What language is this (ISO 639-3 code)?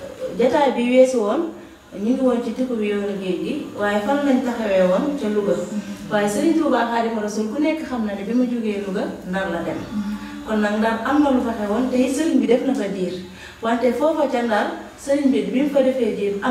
wol